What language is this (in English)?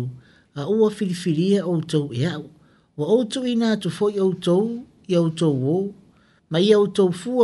Samoan